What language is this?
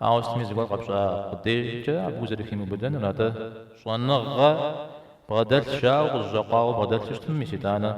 Kabardian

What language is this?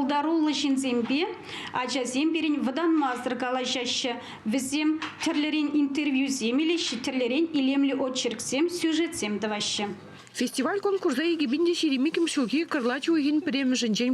Chuvash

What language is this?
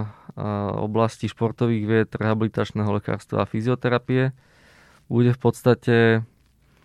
Slovak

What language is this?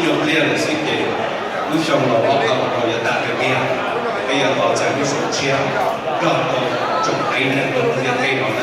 Hmong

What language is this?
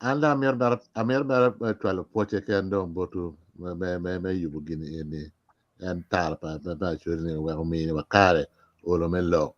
Acoli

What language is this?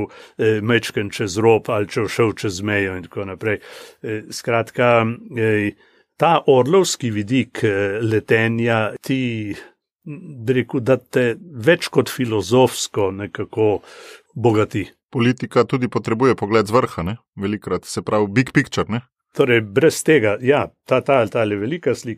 Slovenian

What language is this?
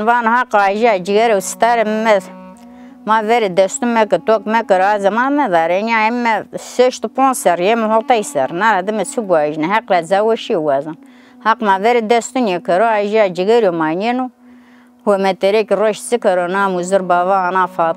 Zaza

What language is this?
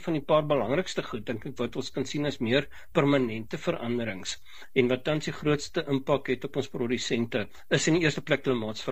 Afrikaans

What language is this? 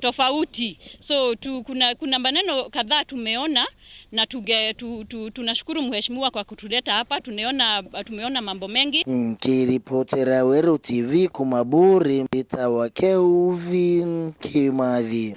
Meru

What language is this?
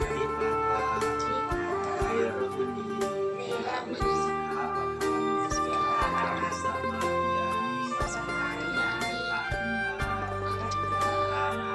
Pali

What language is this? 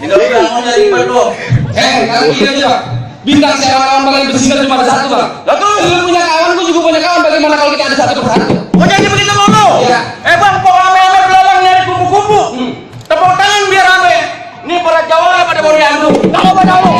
Betawi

